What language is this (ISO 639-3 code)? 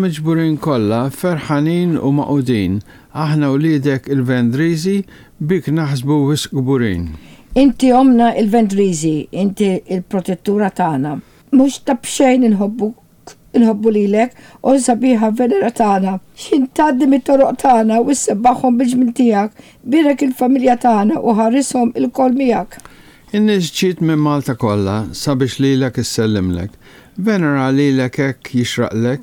mlt